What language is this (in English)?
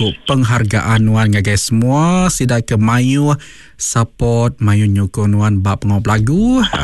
Iban